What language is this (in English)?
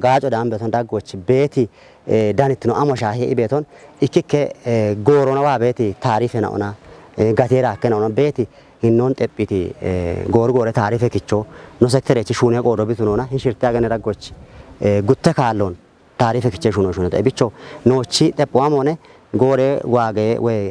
Kafa